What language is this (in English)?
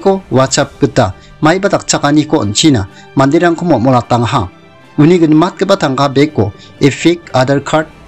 Garo